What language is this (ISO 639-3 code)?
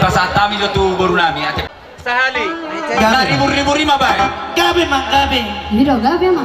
bbc